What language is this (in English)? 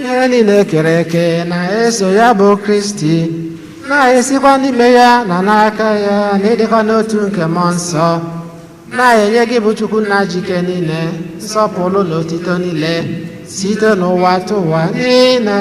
Igbo